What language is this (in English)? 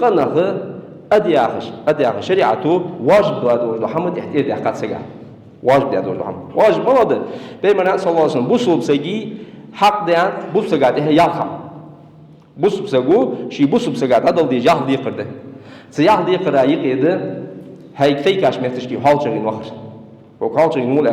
Ingush